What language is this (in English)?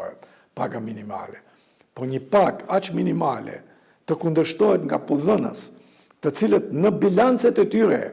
Albanian